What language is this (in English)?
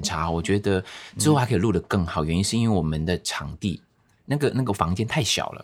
Chinese